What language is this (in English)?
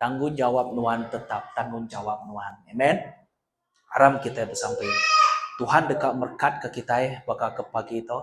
Iban